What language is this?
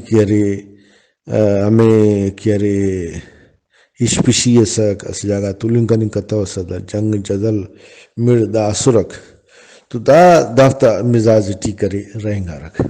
Brahui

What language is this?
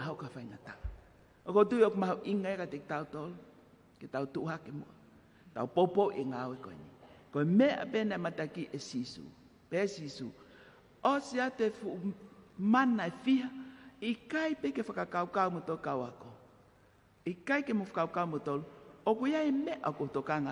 Tongan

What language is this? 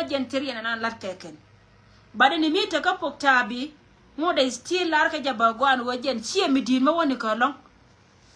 Nuer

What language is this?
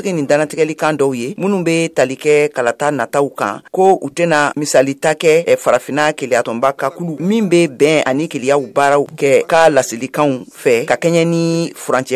Bambara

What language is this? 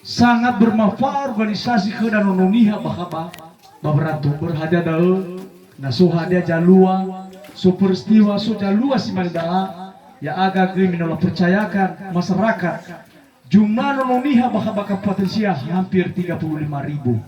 Nias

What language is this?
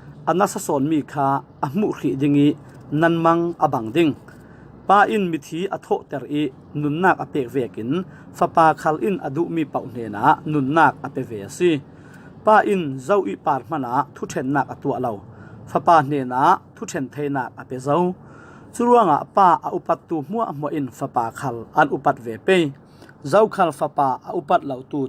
Falam Chin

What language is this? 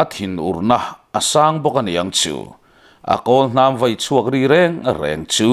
Mizo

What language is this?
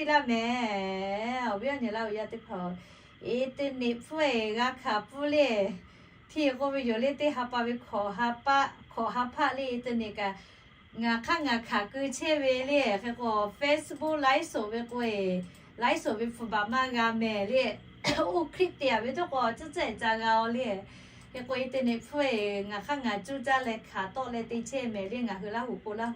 Lahu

